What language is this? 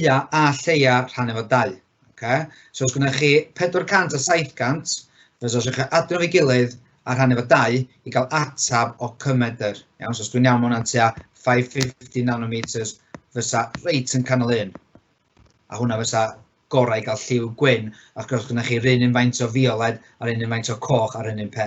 Welsh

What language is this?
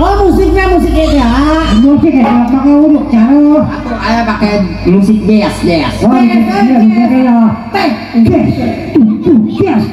Sundanese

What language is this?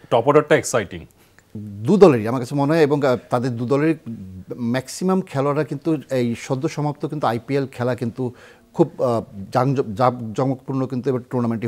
Bangla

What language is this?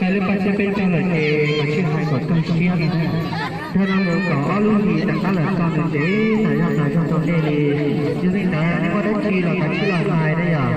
Hmong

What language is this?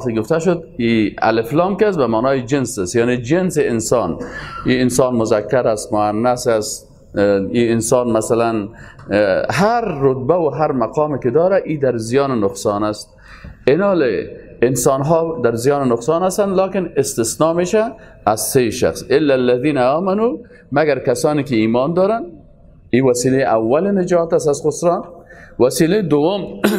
Persian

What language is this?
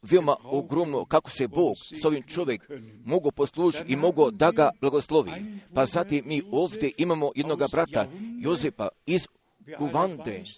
Croatian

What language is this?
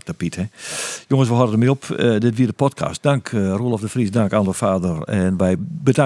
Western Frisian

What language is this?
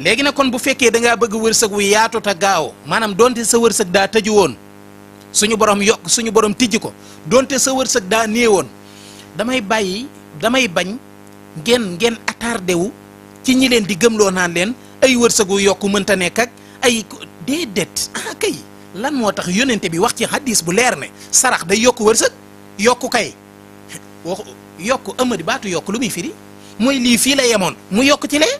Wolof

